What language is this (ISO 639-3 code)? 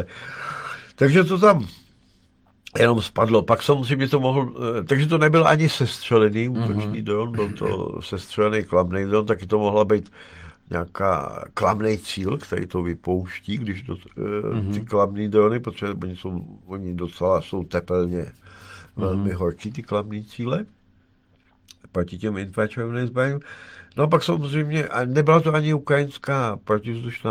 ces